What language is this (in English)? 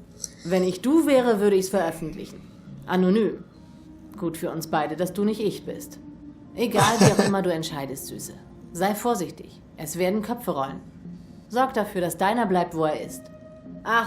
Swiss German